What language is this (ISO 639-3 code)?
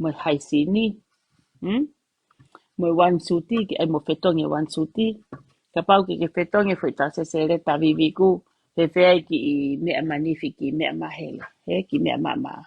ton